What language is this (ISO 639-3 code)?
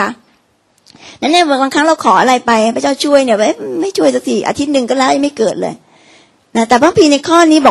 tha